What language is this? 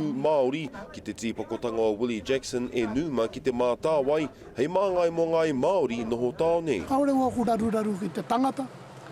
Māori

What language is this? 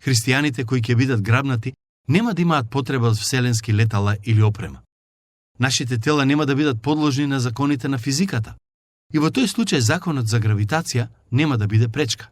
Macedonian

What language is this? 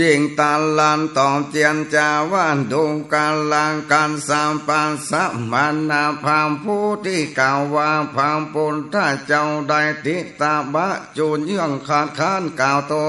Northern Thai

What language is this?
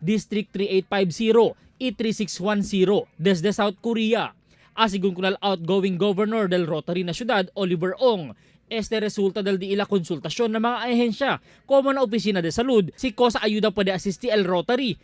Chavacano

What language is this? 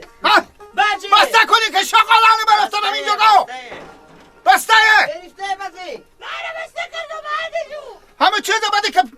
Persian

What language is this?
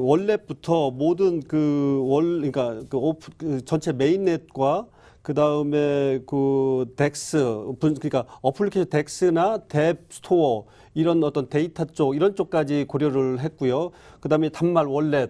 Korean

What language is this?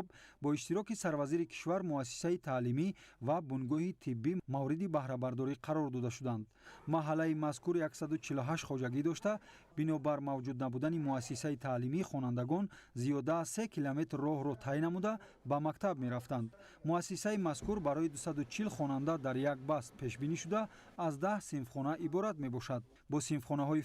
Tajik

